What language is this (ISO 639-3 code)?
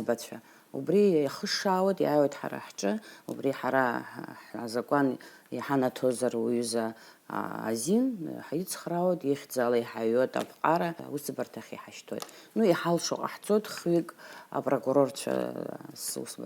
abk